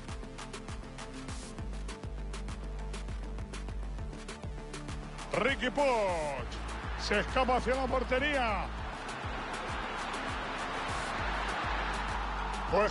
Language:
Spanish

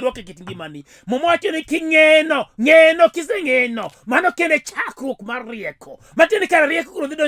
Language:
Luo (Kenya and Tanzania)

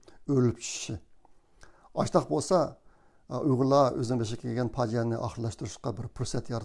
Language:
Uyghur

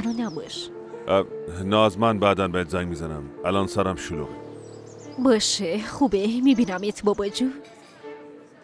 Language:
Persian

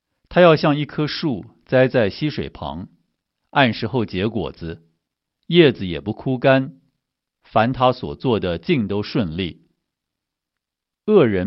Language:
Chinese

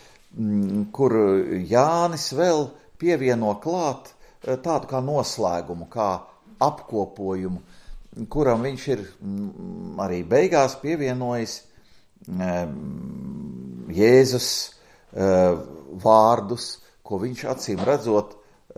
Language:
Latvian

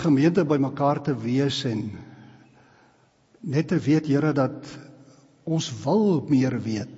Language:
Afrikaans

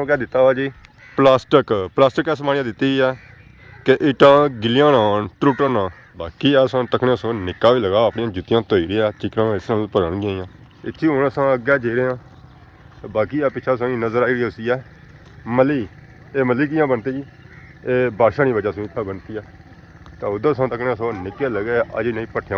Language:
Pahari-Potwari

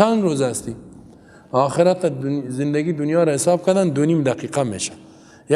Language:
Persian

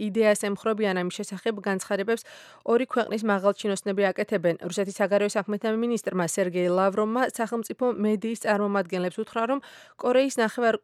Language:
Georgian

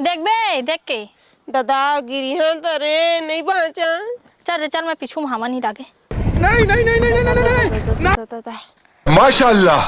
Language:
Chhattisgarhi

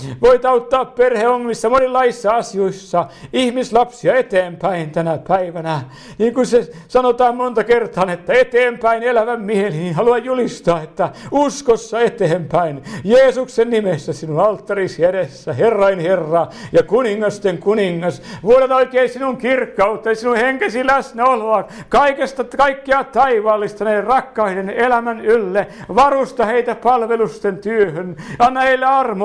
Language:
Finnish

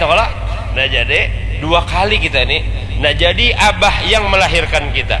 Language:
Banjar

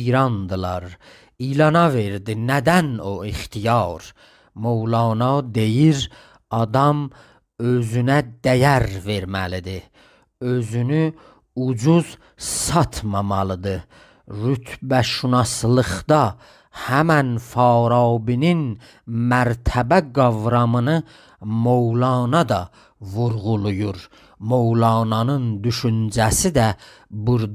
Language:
South Azerbaijani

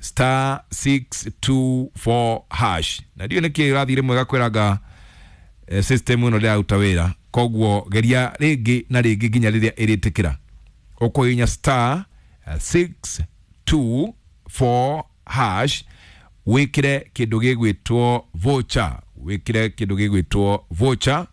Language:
Kikuyu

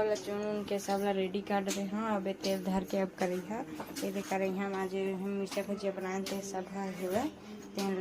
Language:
Chhattisgarhi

